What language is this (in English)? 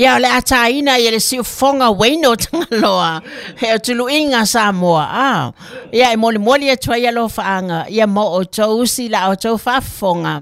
Samoan